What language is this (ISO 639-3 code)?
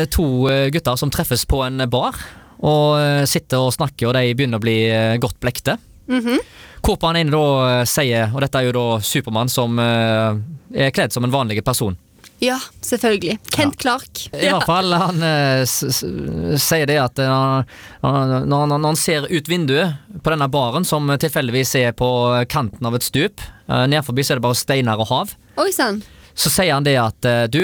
nor